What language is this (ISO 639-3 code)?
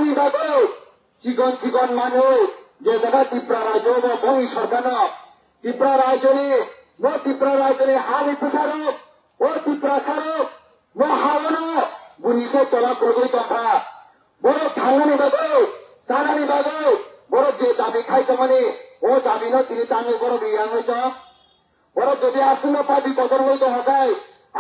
trp